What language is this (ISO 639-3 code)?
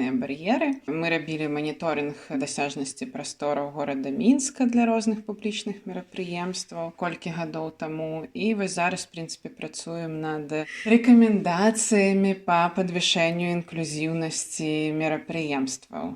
bel